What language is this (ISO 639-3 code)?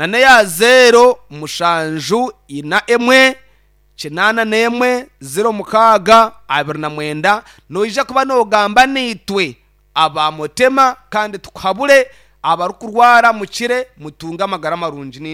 nyn